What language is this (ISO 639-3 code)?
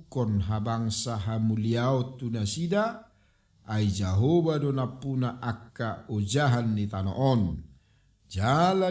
bbc